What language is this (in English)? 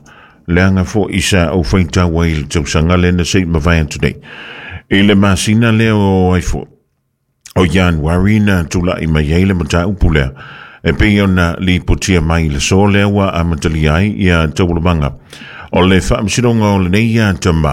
Samoan